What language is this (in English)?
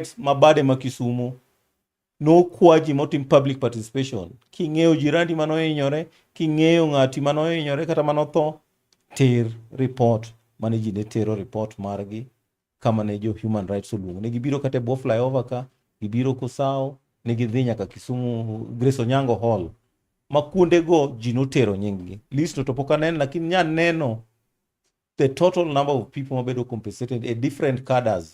Luo (Kenya and Tanzania)